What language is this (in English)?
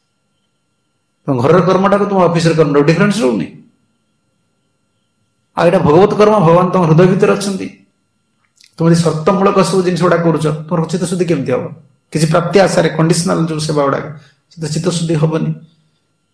Odia